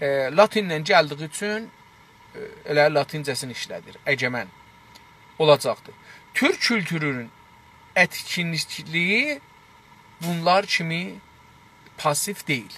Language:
South Azerbaijani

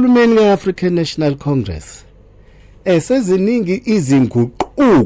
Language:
Zulu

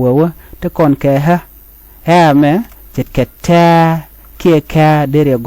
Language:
Nuer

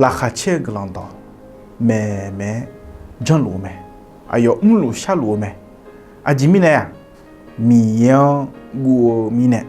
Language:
Akha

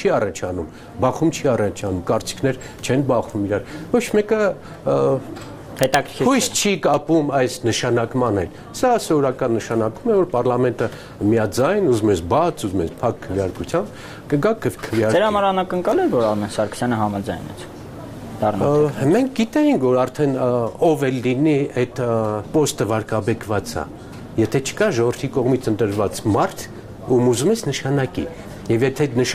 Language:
Armenian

